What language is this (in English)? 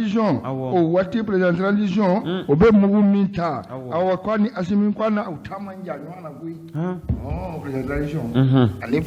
Bambara